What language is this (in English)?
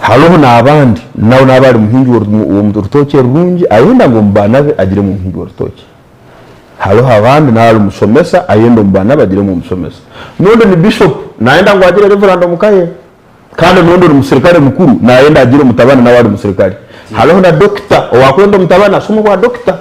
Nyankole